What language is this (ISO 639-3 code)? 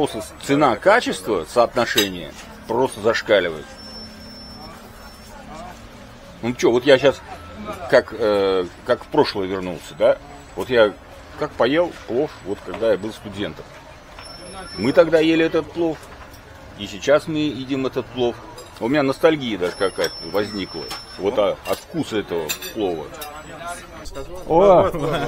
rus